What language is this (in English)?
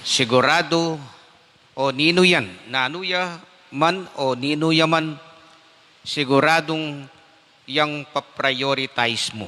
Pampanga